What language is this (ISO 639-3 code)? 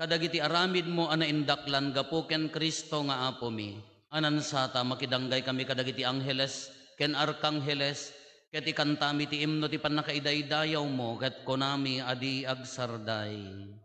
ilo